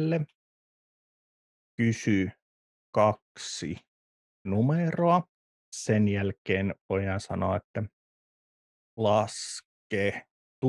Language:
Finnish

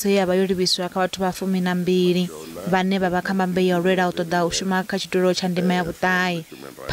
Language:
Venda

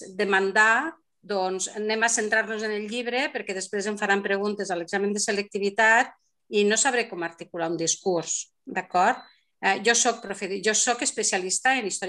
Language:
Catalan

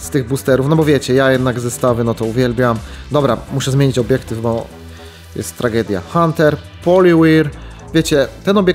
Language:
Polish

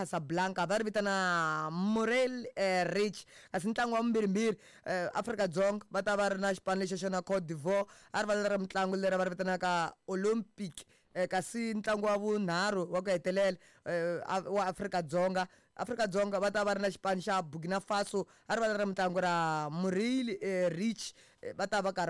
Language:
Tsonga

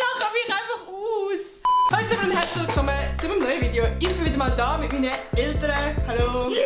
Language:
Swiss German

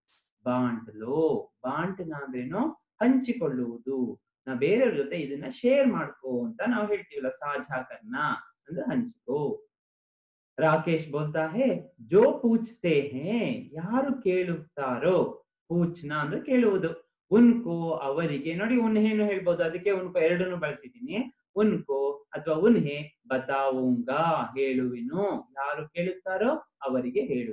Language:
Kannada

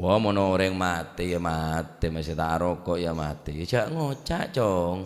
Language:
Madurese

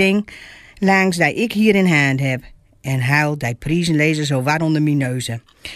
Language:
Gronings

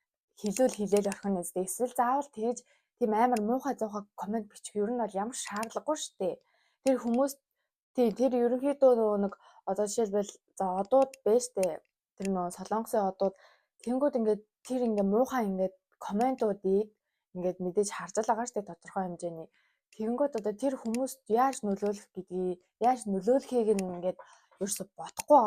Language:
Mongolian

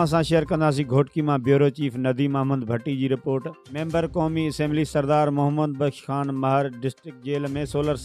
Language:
Sindhi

